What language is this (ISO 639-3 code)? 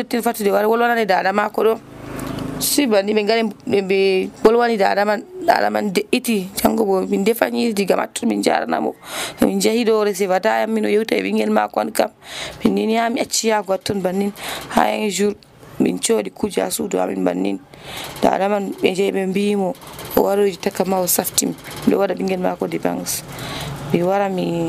fuv